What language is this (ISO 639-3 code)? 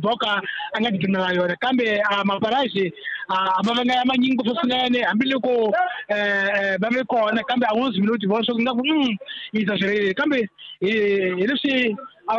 tso